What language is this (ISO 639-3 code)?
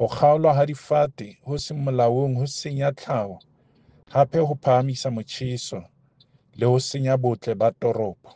sot